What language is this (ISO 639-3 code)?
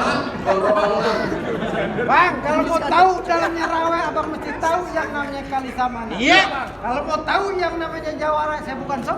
bew